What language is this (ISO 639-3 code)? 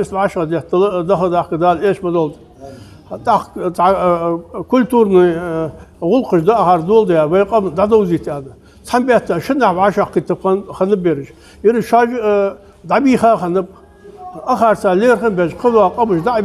inh